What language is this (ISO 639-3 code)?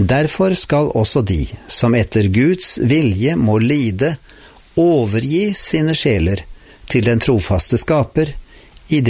nor